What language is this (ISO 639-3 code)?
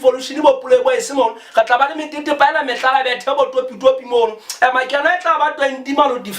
sot